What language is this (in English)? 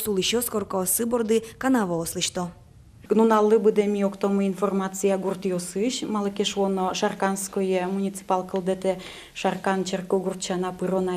Udmurt